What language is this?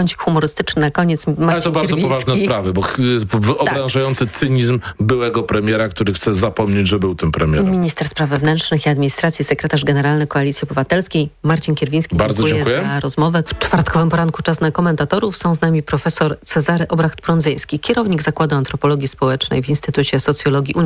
Polish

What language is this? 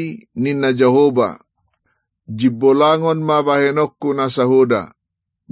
Batak Toba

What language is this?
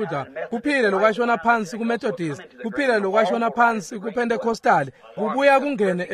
Swati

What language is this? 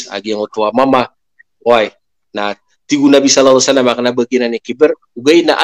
Maranao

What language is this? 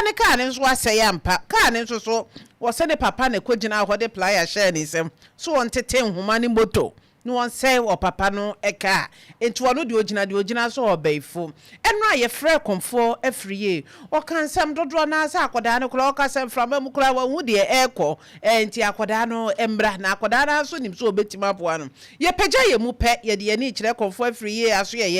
Akan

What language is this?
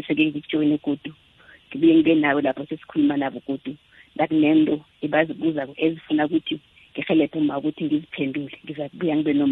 South Ndebele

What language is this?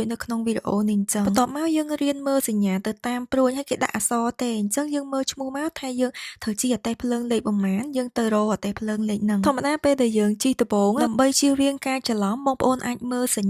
Khmer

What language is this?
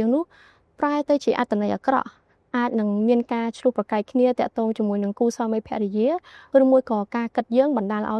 Khmer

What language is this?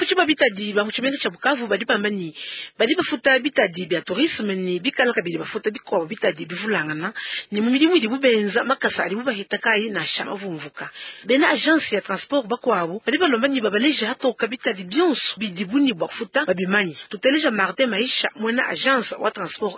Luba-Lulua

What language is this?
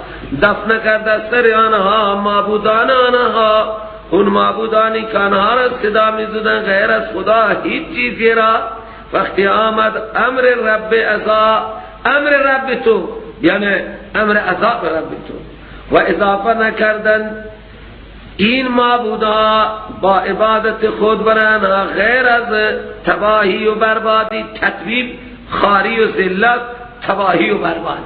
Persian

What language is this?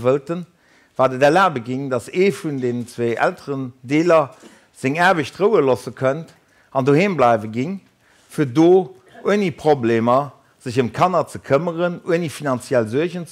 Luxembourgish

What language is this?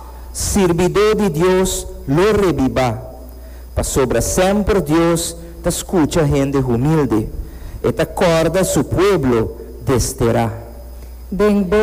Papiamento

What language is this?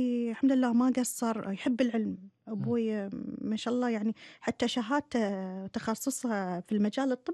Gulf Arabic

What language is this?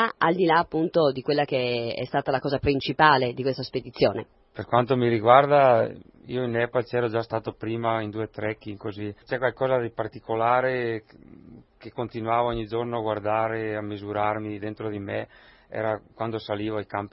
Italian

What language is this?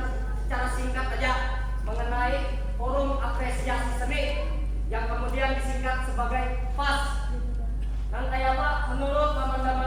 Banjar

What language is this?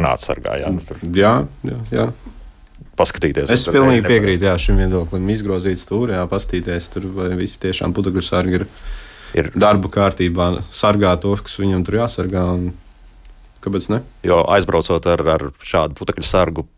Latvian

